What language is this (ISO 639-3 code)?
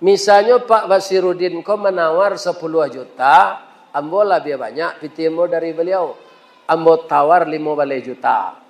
min